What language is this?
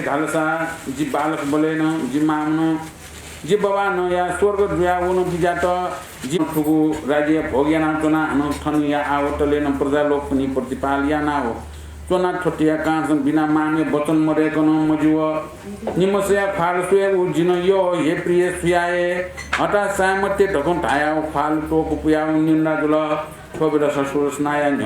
Newari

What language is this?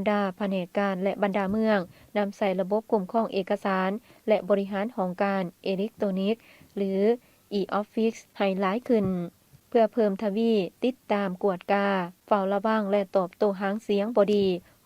Lao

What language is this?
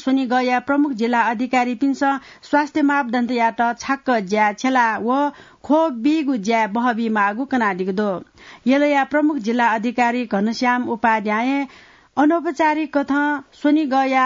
Newari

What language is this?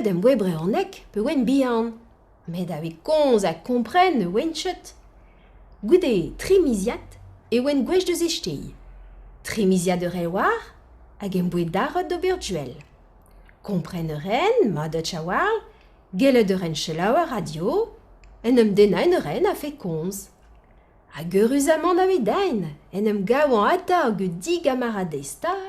Breton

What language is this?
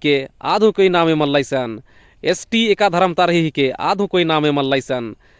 Kurukh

